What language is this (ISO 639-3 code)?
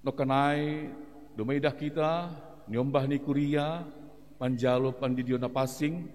bts